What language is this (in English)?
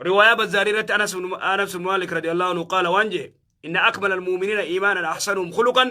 Oromo